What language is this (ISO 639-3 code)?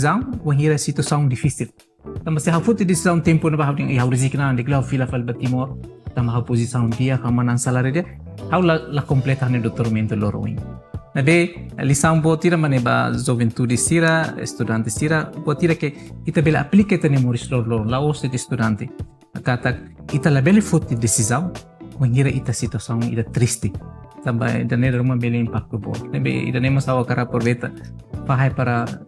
tet